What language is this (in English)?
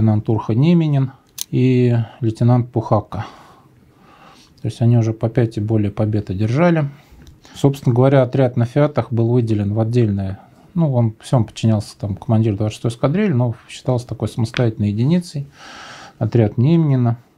Russian